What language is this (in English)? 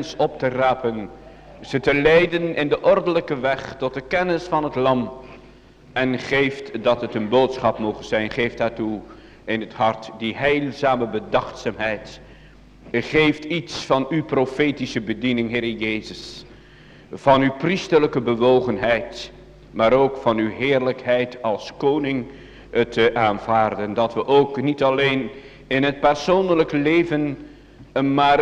Dutch